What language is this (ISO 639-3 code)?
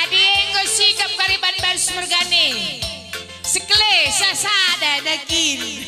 btx